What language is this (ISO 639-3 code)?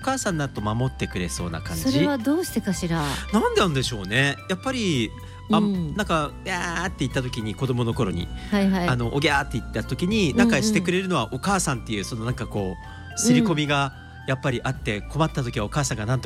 jpn